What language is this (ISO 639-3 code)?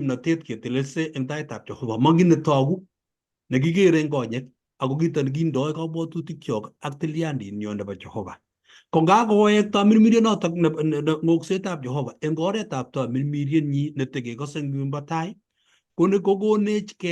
kln